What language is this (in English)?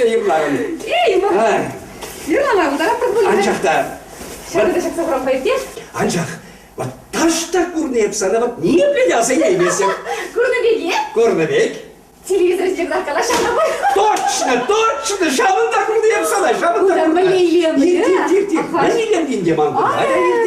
Chuvash